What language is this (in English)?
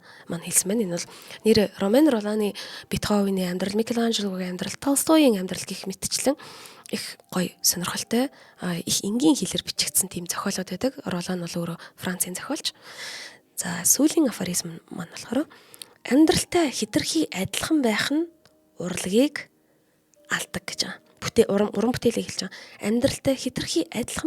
Mongolian